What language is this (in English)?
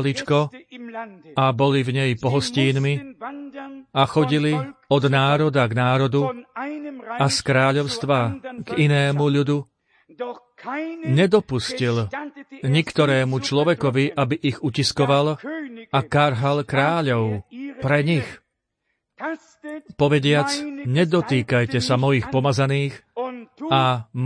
Slovak